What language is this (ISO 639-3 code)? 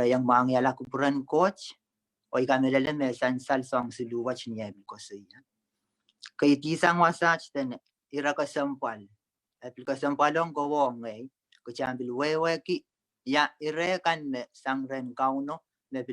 pon